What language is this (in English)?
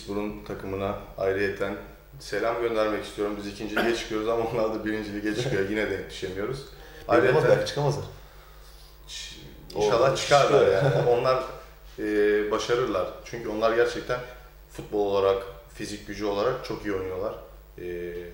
Turkish